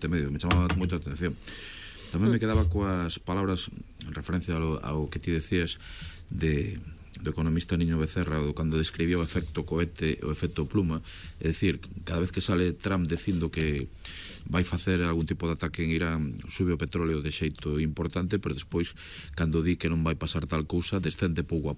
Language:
Galician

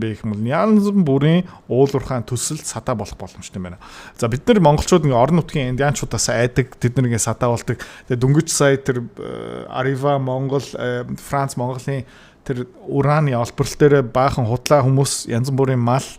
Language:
Mongolian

